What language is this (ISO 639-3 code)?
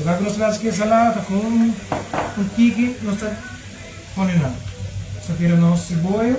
pap